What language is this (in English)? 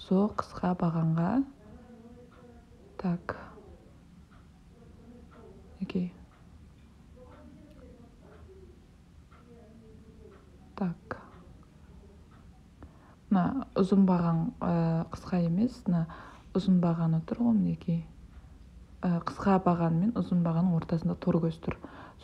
Kazakh